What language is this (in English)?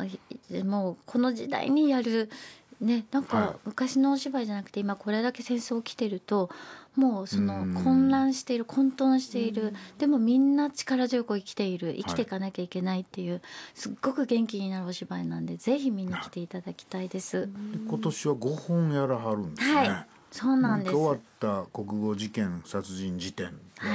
Japanese